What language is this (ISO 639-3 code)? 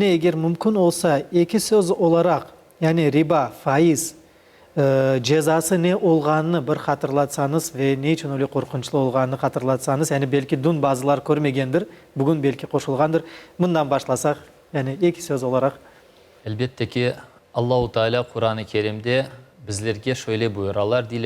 crh